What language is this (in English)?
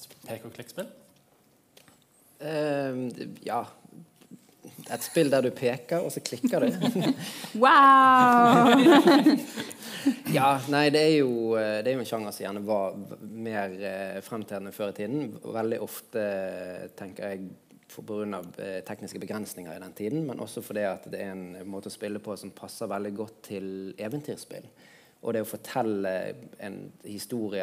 Norwegian